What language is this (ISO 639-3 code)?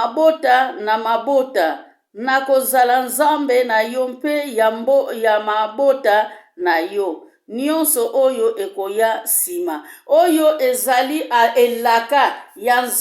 lin